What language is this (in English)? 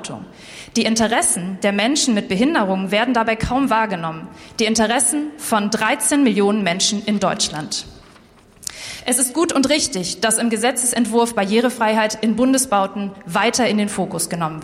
German